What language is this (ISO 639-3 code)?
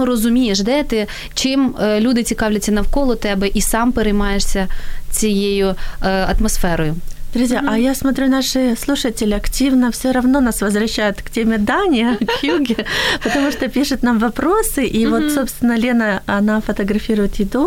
ukr